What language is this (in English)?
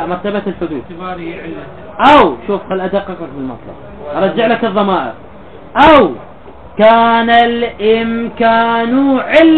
Mesopotamian Arabic